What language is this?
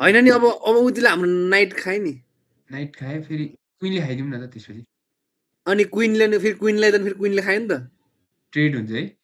Nepali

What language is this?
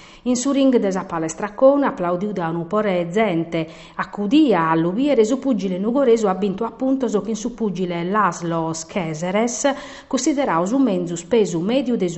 Sardinian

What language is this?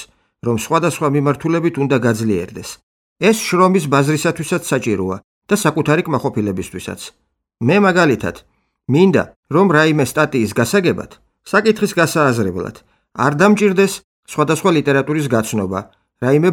Georgian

